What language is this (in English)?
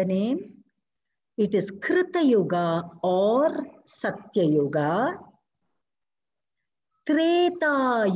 English